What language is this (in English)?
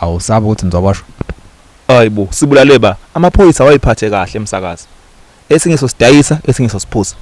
Zulu